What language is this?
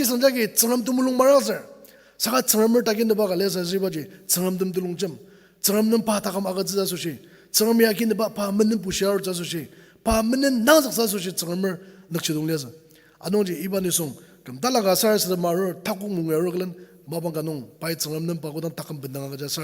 Ao Naga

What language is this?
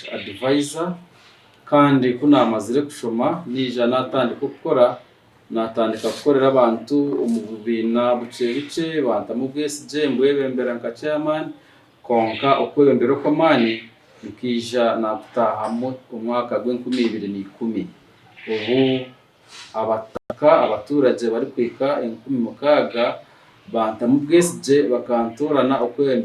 Nyankole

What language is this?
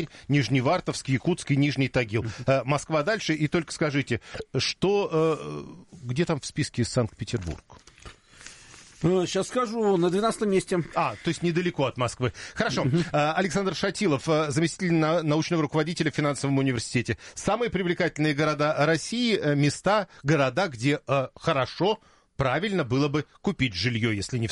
Russian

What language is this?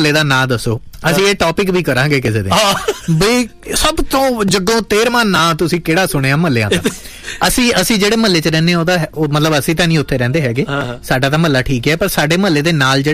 Punjabi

